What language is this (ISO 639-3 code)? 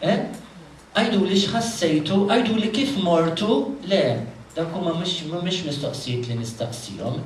mlt